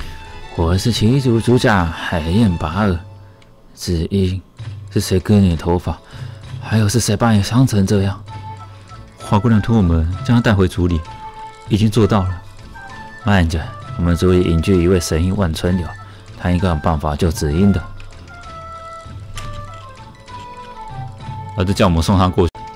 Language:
Chinese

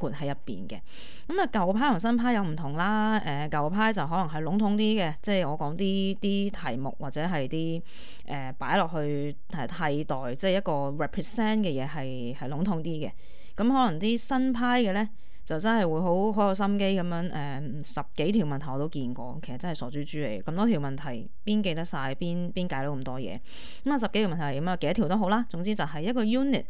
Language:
Cantonese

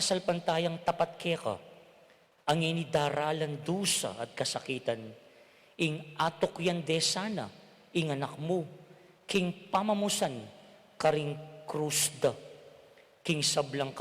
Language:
Pampanga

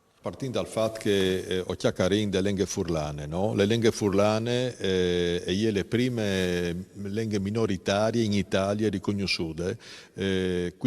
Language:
Friulian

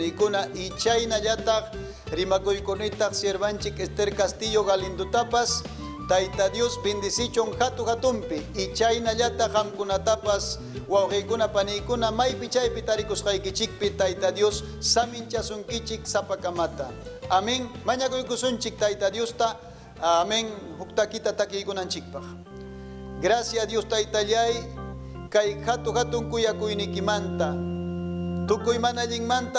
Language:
Ayacucho Quechua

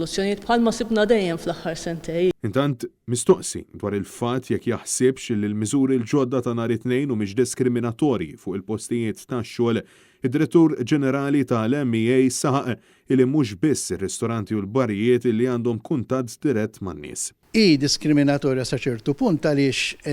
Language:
Maltese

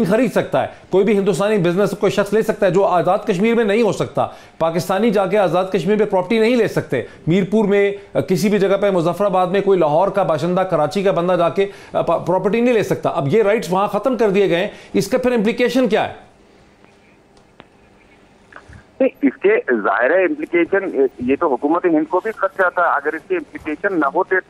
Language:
Urdu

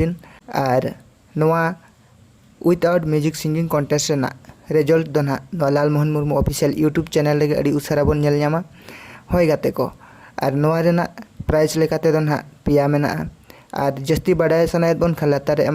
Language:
Santali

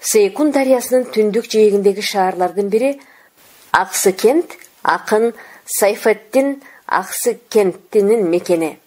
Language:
Kyrgyz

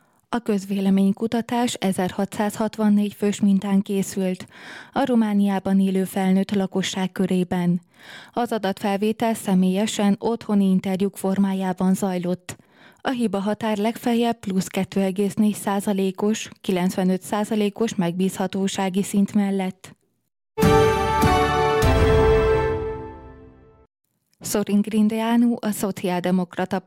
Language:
Hungarian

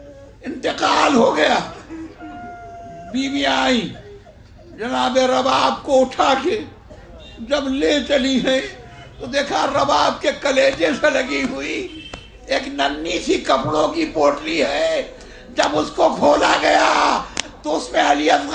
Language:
Urdu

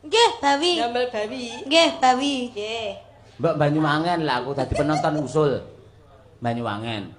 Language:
Javanese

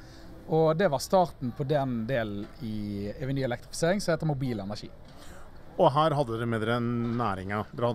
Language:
Norwegian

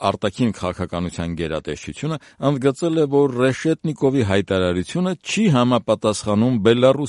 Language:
Armenian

